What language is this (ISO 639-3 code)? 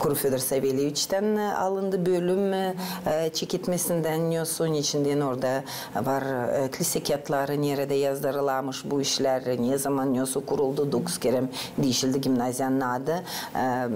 gag